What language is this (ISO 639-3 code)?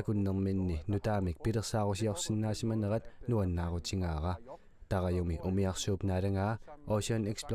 kal